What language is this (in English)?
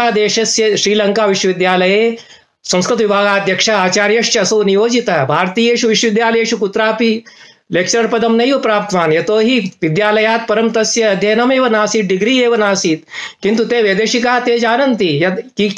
Sanskrit